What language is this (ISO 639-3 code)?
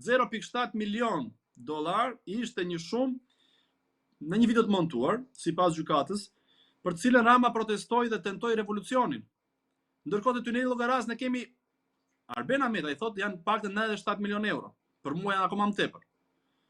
sqi